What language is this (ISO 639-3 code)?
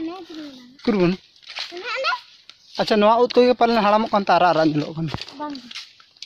sat